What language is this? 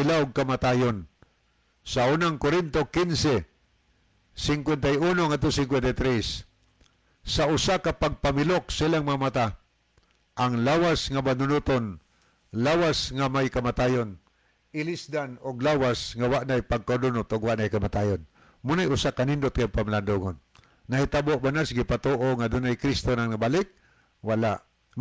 Cebuano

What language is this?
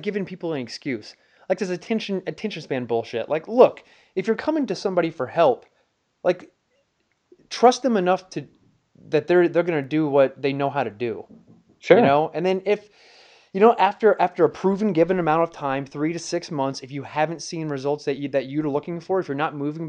English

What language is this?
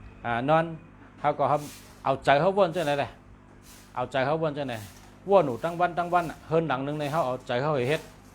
Shan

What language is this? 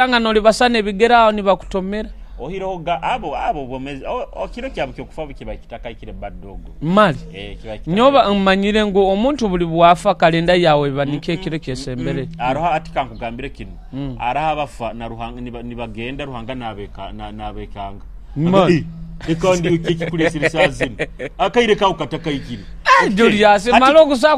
Nyoro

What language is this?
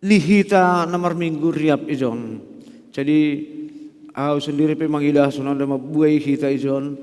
Batak Simalungun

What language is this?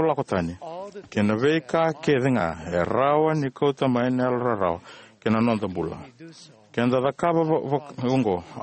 Fijian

